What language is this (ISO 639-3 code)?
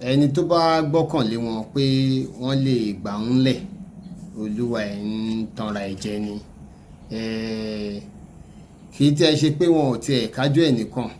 yor